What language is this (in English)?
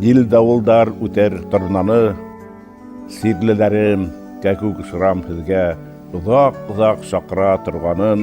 Bashkir